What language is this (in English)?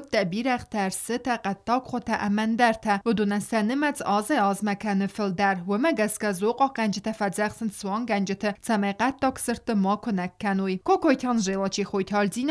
Ossetic